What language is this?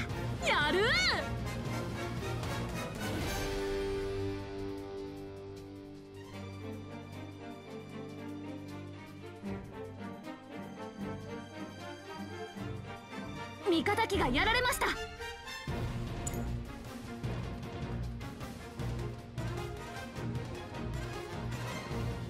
Japanese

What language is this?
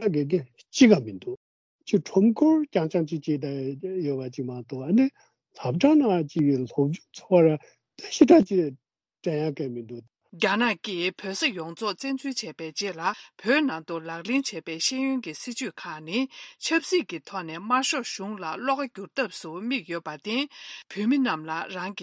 Tibetan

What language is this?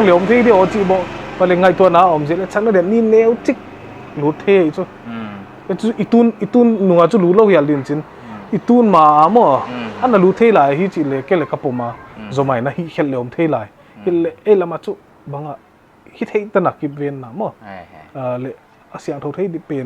Paite Chin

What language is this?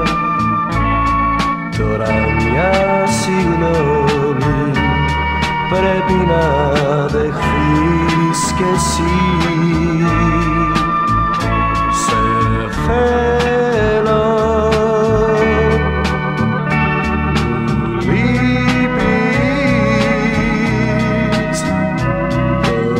Greek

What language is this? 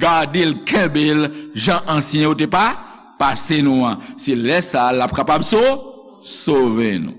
Haitian Creole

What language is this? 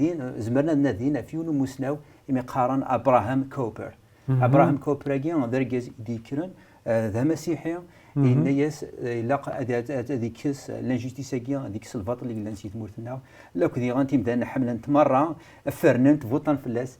Kabyle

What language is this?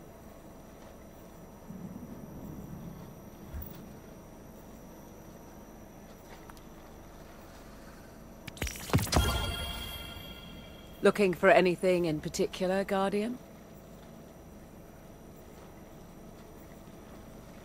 English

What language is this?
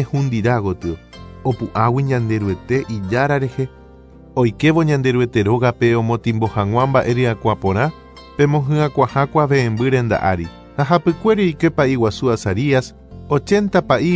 Guarani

